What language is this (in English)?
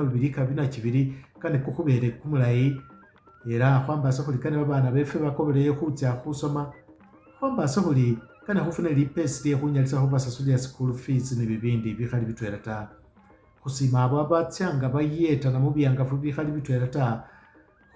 Masaaba